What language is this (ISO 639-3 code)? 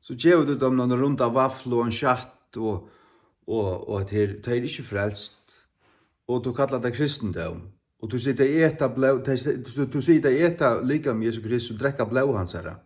fao